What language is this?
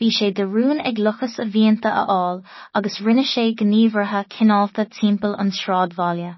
Irish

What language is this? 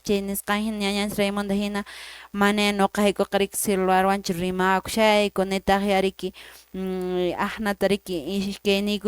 Quechua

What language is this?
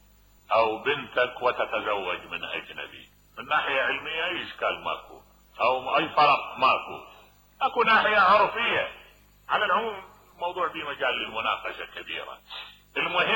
Mesopotamian Arabic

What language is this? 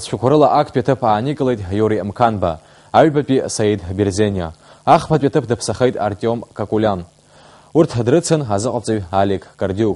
Abkhazian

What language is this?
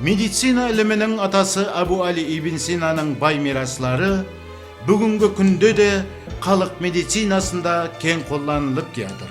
Kara-Kalpak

